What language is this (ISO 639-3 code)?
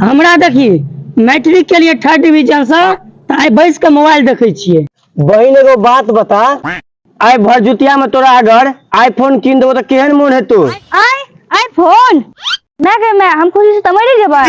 mai